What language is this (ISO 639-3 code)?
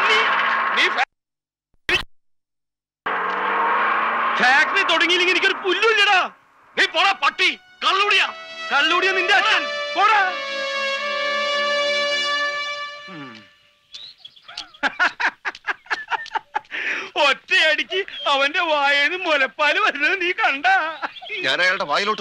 mal